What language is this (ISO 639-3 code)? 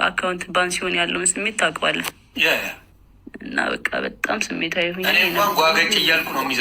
amh